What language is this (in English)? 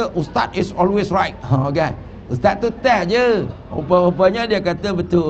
Malay